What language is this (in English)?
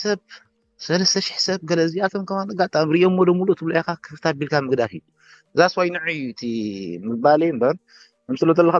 Tigrinya